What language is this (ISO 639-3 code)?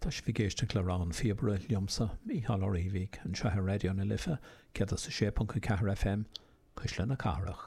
gle